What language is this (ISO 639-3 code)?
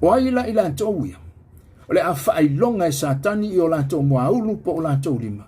smo